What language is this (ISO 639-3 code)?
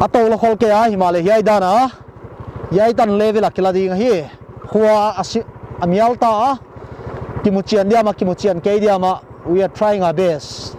pck